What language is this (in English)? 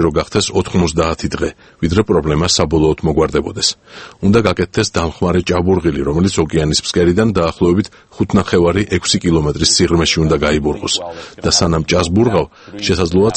Georgian